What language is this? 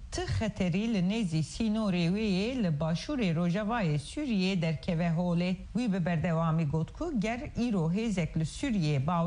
Kurdish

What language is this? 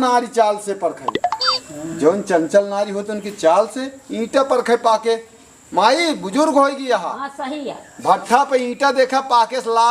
Awadhi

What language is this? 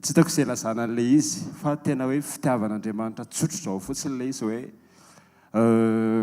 Malagasy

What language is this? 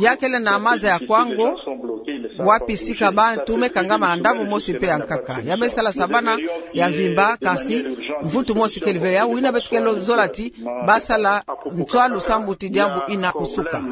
Kituba (Democratic Republic of Congo)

